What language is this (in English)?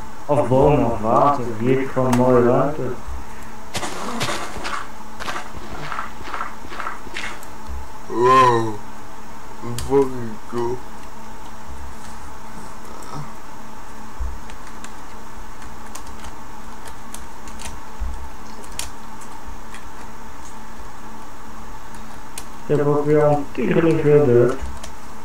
Dutch